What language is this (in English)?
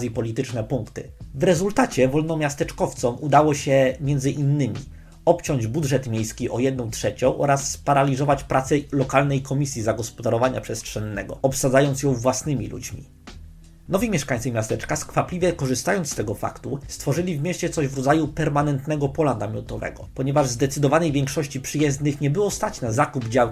Polish